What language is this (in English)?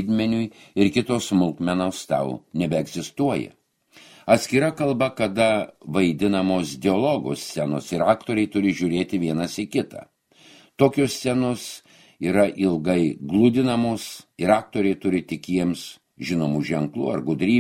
Lithuanian